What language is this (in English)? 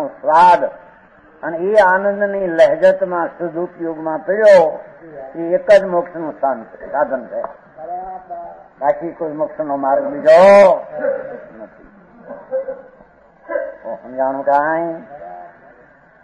Gujarati